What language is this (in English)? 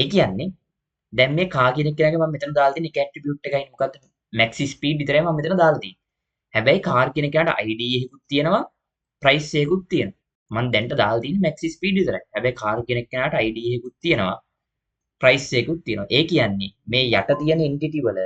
Sinhala